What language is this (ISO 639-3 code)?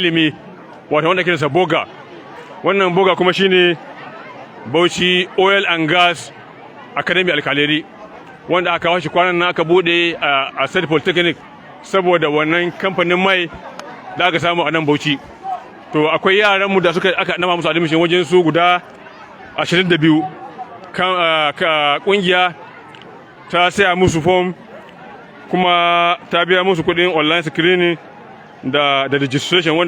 hau